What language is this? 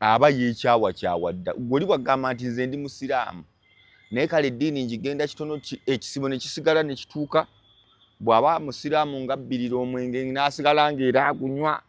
Ganda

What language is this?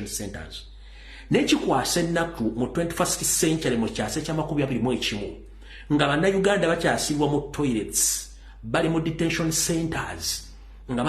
Ganda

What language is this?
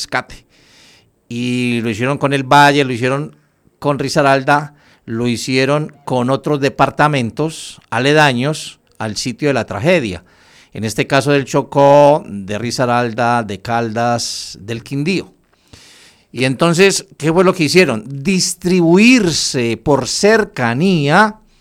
Spanish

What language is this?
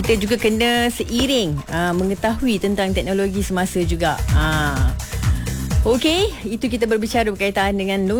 Malay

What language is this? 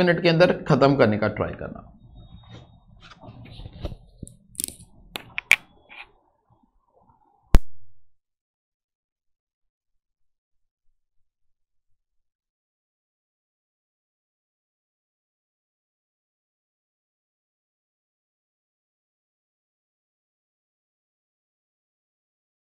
Hindi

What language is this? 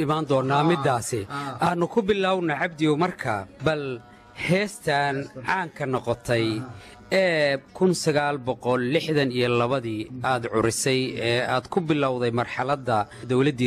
Somali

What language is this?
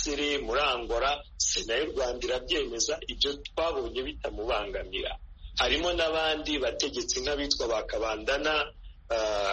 Kinyarwanda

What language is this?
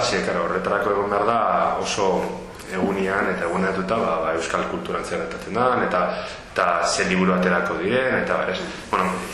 Basque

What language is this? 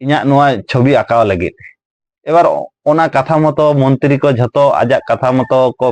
Santali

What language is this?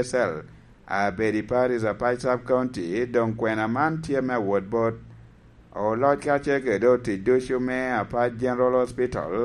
Lango (Uganda)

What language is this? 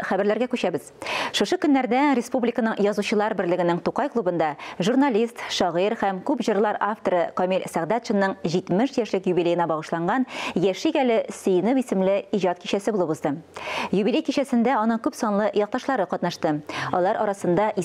Tatar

